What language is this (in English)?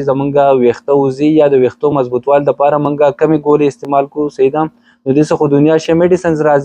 Pashto